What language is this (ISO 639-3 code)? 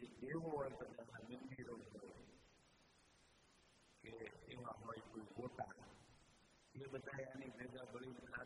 guj